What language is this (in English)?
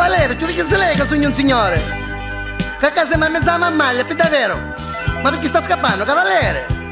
Neapolitan